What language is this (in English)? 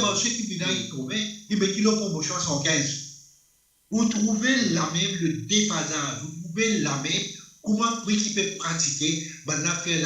Morisyen